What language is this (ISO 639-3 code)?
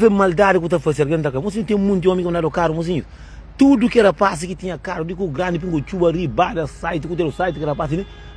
kea